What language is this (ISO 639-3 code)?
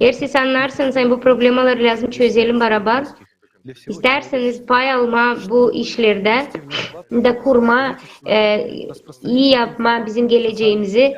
gag